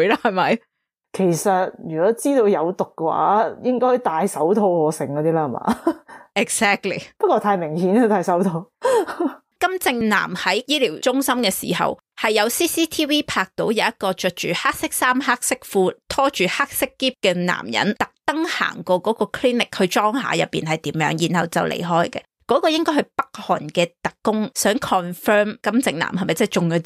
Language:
Cantonese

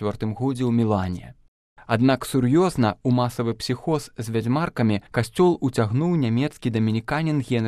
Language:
Belarusian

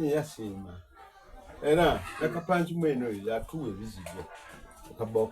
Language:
Soga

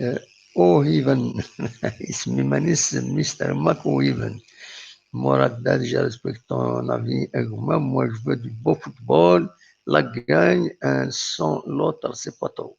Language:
Kabyle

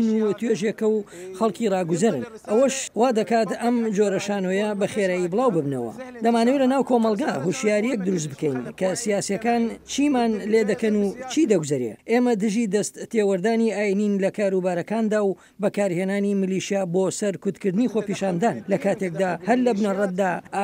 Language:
Central Kurdish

